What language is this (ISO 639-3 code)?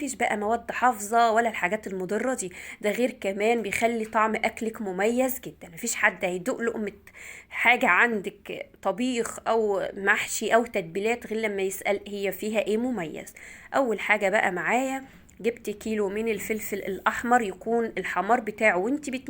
arz